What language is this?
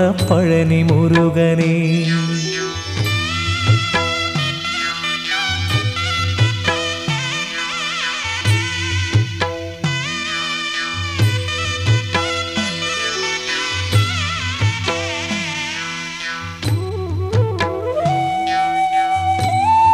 Malayalam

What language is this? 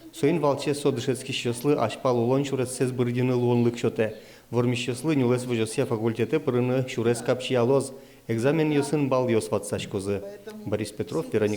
Udmurt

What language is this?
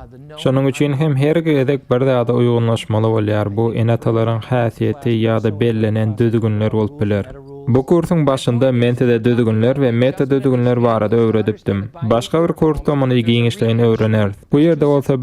Turkmen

